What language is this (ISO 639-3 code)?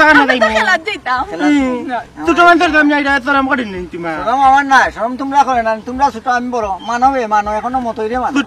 syl